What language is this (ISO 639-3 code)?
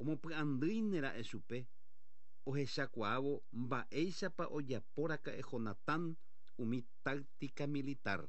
grn